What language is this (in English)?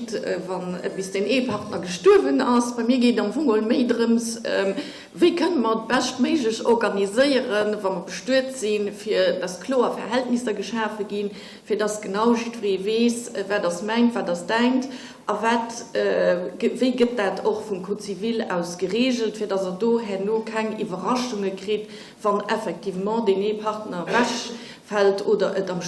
Luxembourgish